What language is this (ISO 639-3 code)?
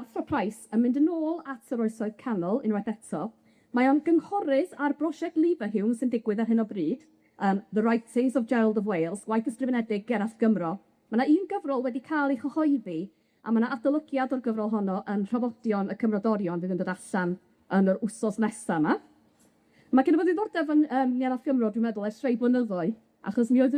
cym